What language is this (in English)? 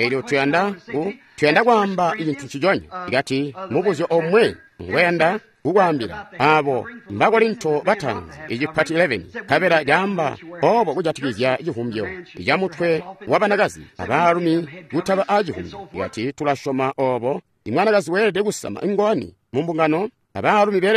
Tonga (Zambia)